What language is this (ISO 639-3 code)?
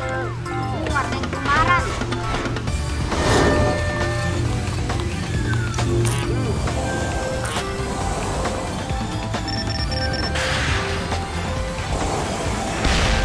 ind